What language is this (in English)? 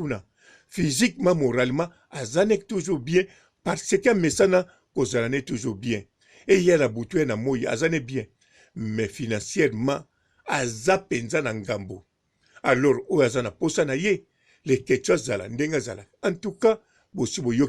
Lingala